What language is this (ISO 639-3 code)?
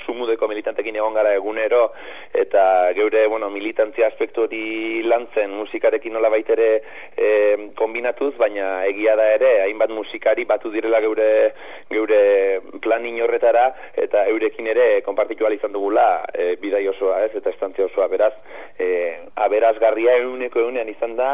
eus